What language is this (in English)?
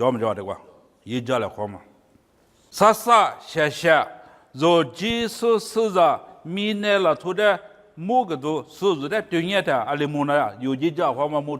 Lisu